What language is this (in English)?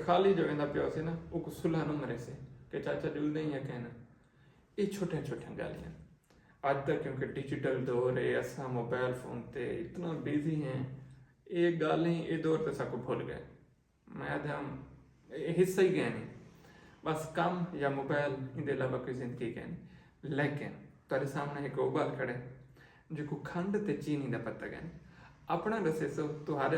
Saraiki